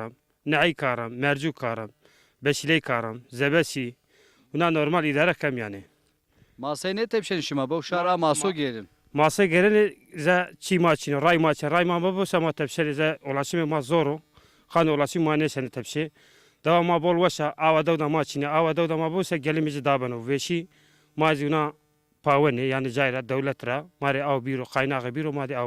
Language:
Zaza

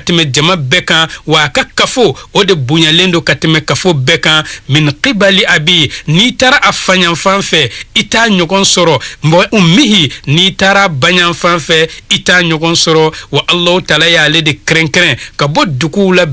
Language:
Bambara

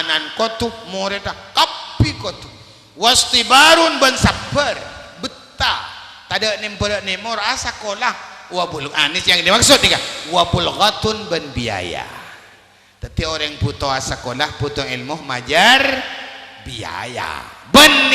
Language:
Madurese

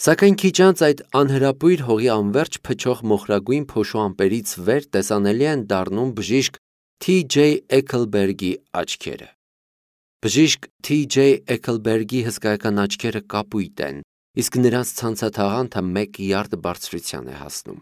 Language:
Armenian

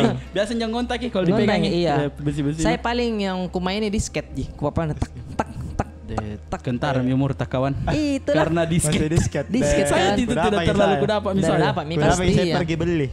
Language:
Makassar Malay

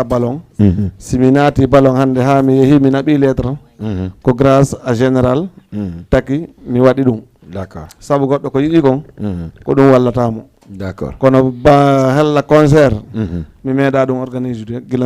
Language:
Fula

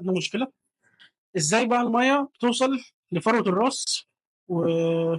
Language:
Egyptian Arabic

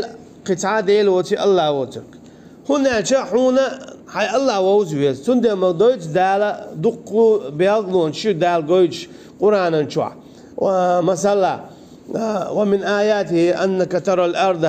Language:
Chechen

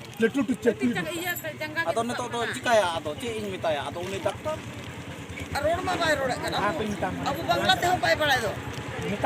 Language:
Santali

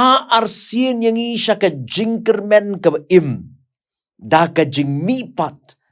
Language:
Khasi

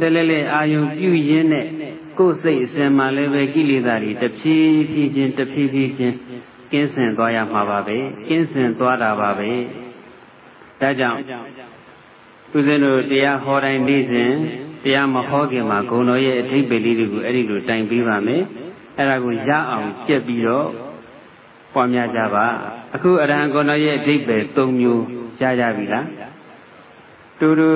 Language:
Burmese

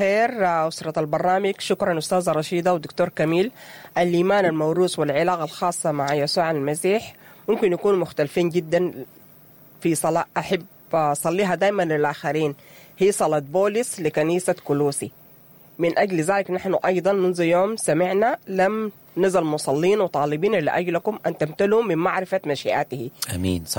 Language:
Sudanese Arabic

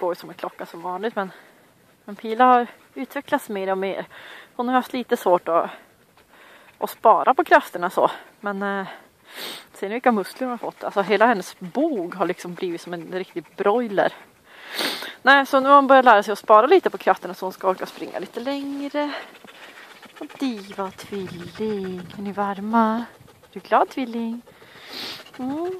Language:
Swedish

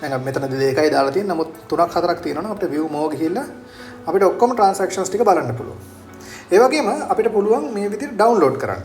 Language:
Sinhala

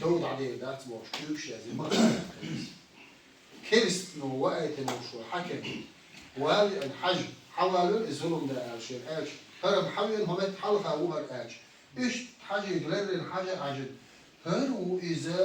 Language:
Chechen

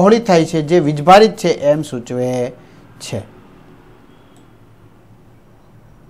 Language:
Gujarati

